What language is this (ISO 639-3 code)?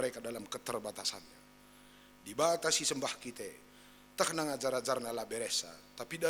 btx